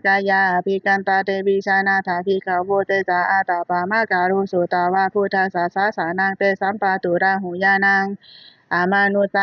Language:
Pali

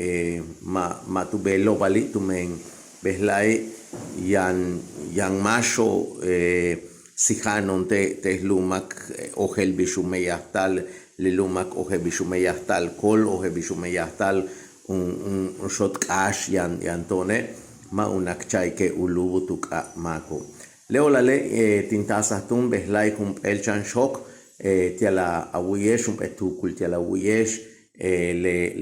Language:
Yucateco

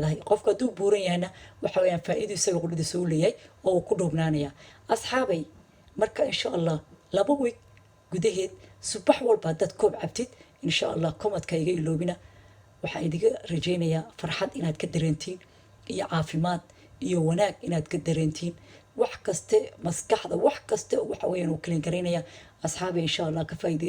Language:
Somali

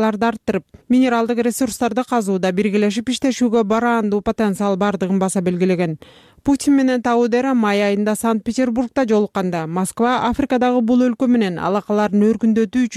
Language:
Kyrgyz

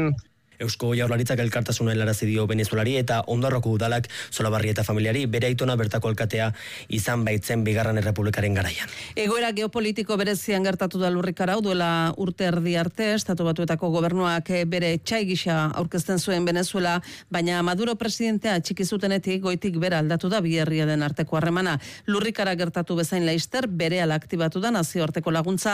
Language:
Basque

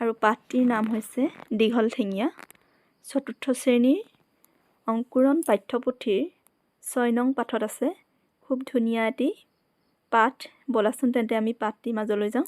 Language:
Assamese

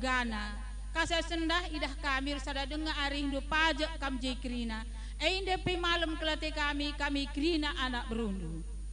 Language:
Batak Karo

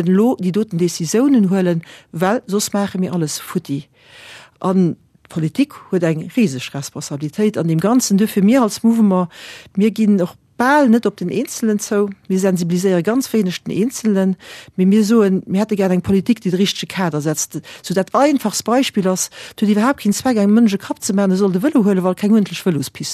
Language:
Luxembourgish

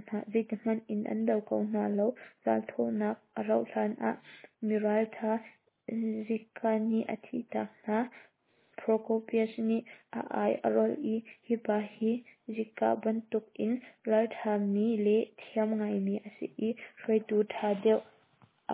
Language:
Hakha Chin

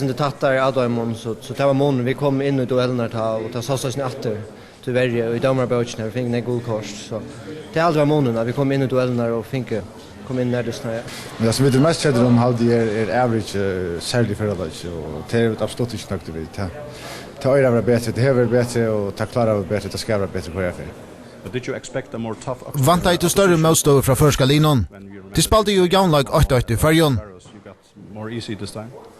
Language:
Faroese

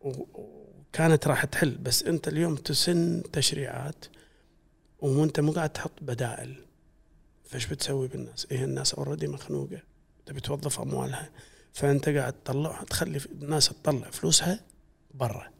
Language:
Gulf Arabic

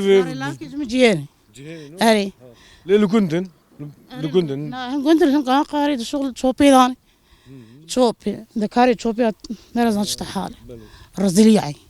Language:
Kurdish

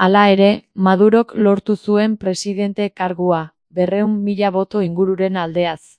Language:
Basque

